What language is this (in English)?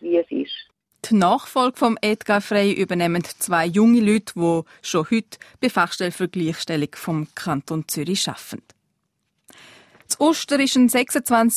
German